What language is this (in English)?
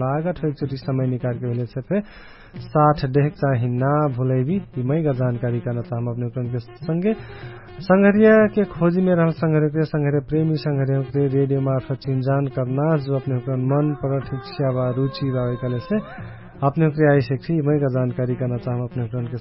Dangaura Tharu